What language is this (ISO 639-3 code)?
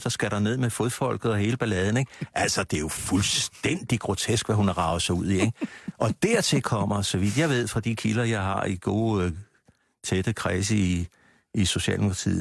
dan